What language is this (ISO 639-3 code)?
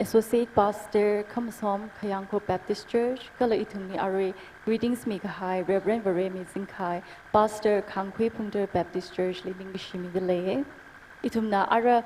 nmf